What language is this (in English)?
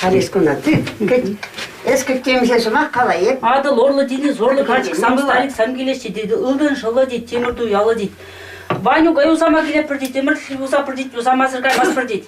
Chuvash